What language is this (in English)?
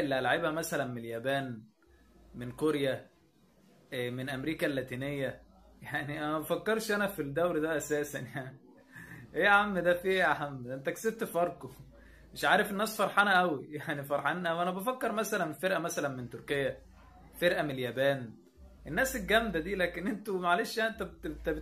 Egyptian Arabic